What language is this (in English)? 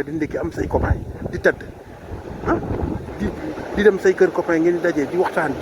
Wolof